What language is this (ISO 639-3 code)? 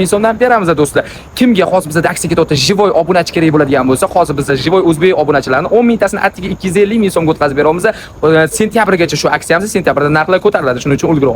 uzb